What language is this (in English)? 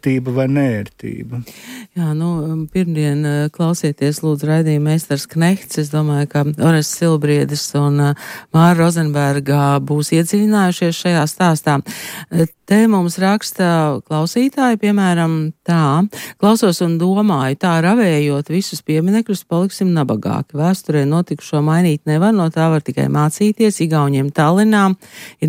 Latvian